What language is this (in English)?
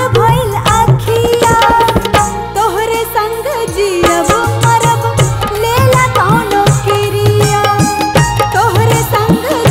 Bhojpuri